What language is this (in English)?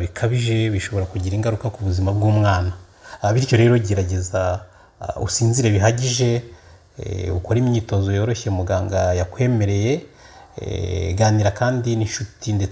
Kinyarwanda